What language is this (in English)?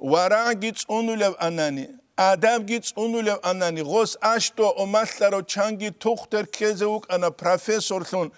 Avaric